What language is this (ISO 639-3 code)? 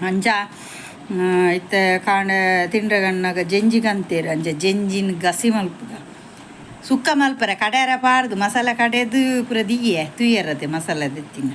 tcy